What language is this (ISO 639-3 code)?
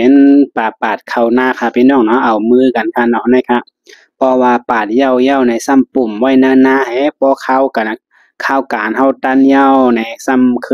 shn